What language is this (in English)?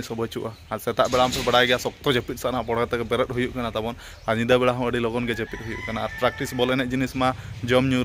Santali